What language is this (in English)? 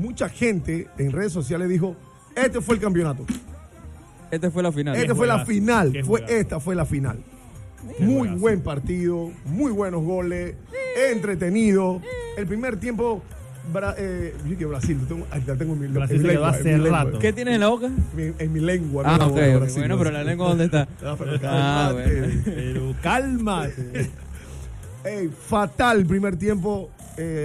Spanish